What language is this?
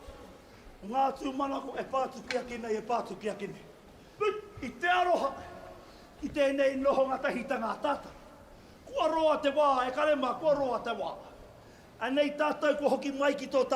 Māori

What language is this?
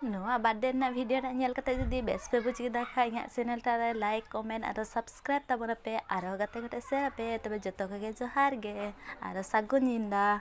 Santali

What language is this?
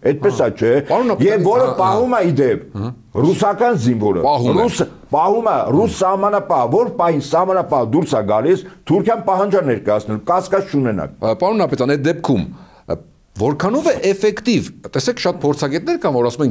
Armenian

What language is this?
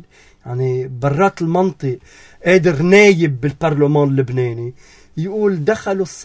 North Levantine Arabic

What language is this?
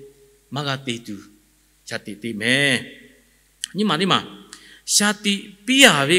Lahu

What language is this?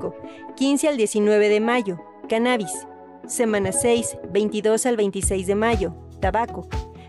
Spanish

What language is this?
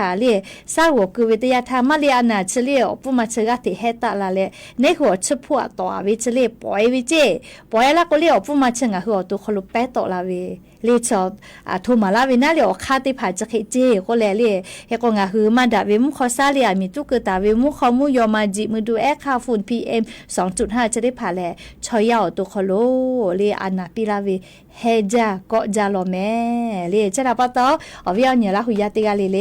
Lahu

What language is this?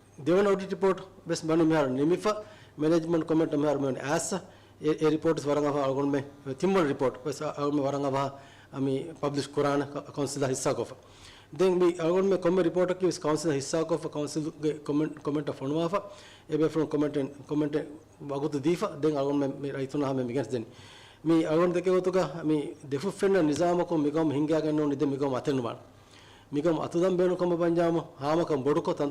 Divehi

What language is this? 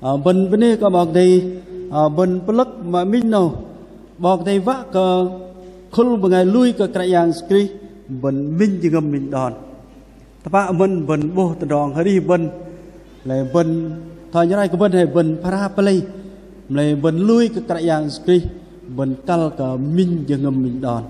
Bahnar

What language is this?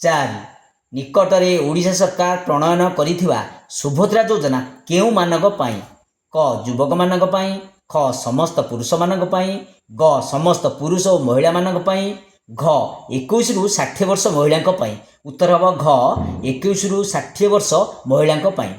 Odia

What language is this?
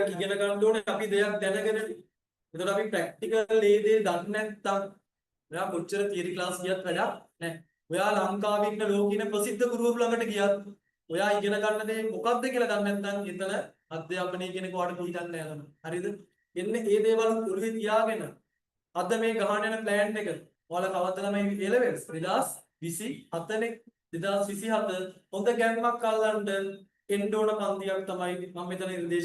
Sinhala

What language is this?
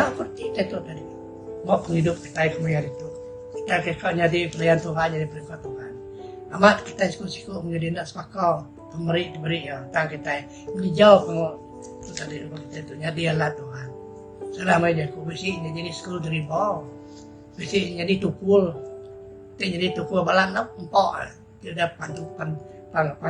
Iban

